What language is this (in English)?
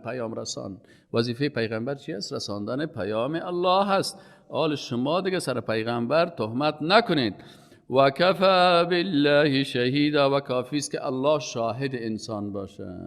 Persian